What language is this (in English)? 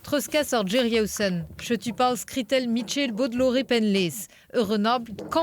Breton